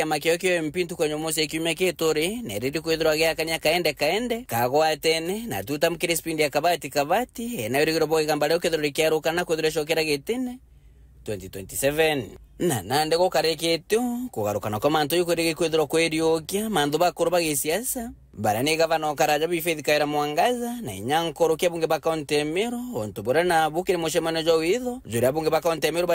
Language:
Meru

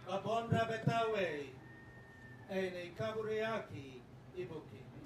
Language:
Gilbertese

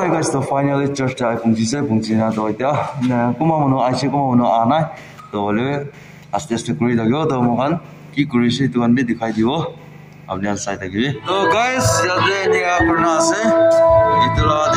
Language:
Naga Pidgin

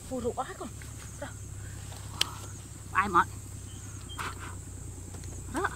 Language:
Vietnamese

